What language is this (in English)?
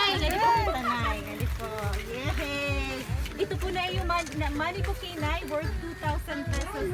Waray